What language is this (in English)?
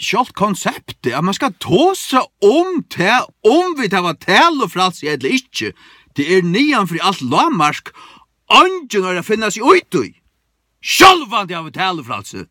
Faroese